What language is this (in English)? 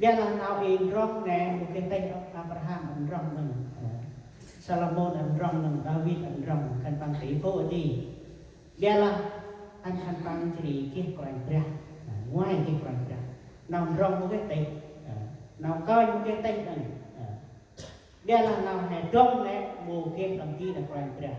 Central Mnong